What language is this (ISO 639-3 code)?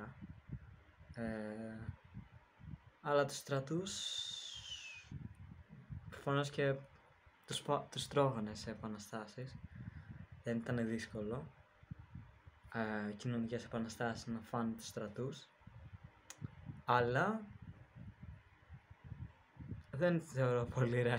ell